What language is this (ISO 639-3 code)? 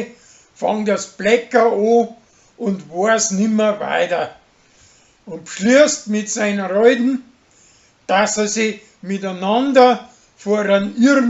bar